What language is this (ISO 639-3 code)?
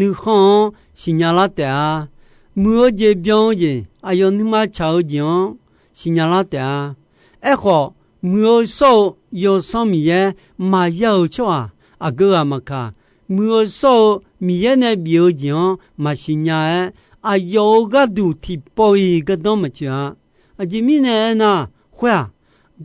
ahk